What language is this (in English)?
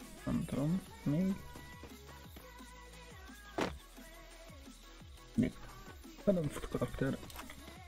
Hungarian